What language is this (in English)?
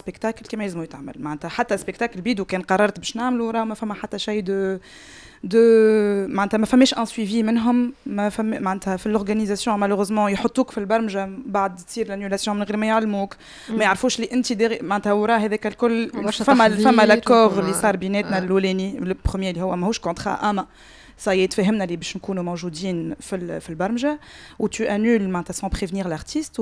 Tunisian Arabic